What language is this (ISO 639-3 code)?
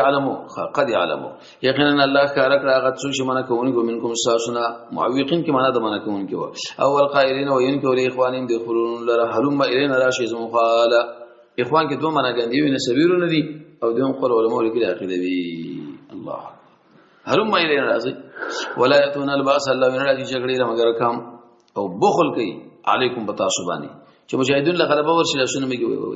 pus